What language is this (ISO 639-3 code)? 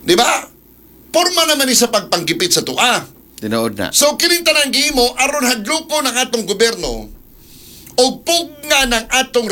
ceb